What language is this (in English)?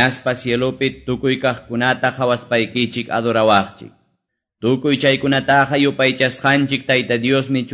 Quechua